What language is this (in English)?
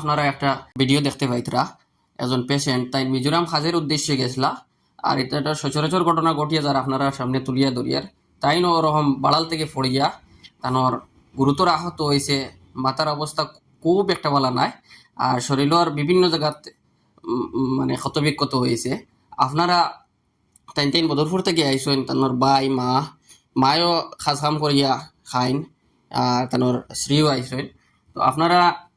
Sylheti